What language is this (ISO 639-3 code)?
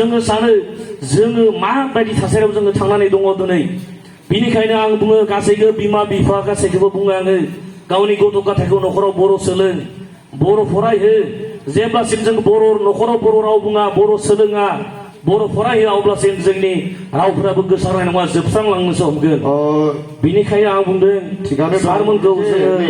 brx